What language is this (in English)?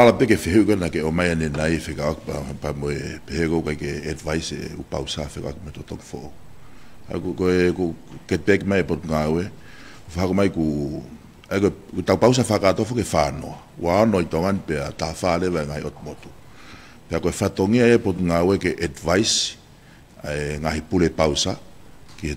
Tongan